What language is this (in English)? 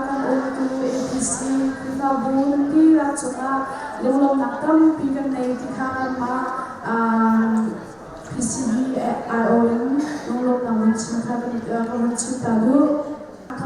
Hakha Chin